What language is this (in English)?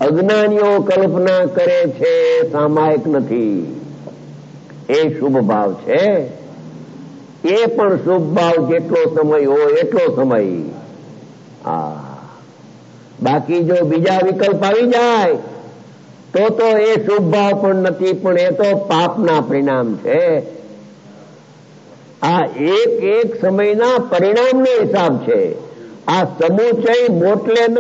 Gujarati